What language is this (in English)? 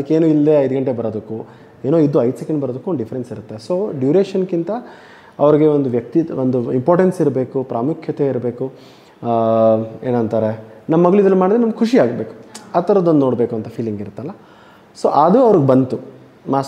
Kannada